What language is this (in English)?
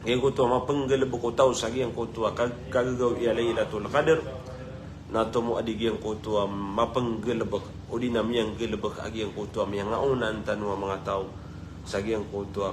Maranao